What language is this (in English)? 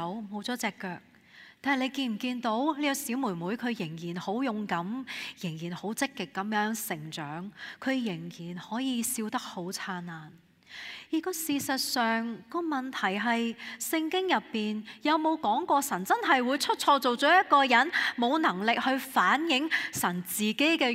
Cantonese